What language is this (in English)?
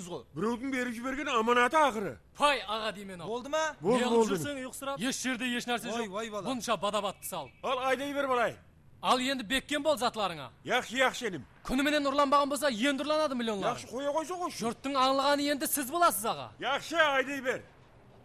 Kara-Kalpak